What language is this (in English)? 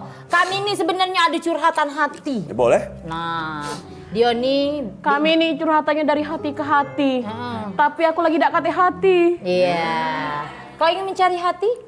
Musi